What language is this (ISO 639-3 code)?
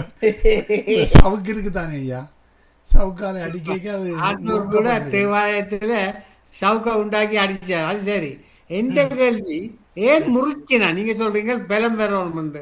tam